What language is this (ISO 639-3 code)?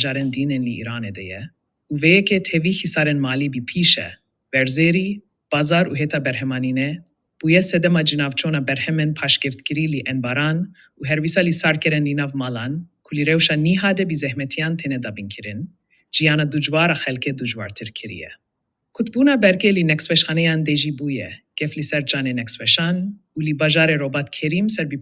kur